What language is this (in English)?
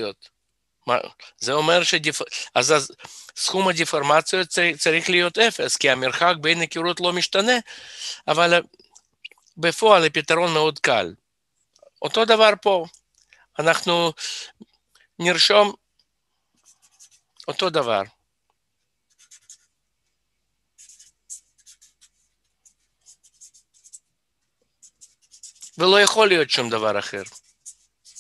Hebrew